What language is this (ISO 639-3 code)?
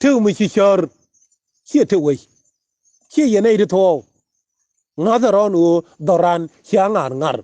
nus